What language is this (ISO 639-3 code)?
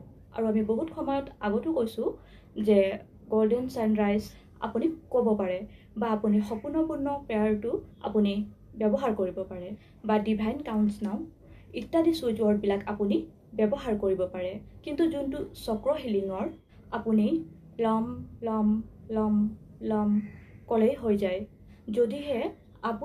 asm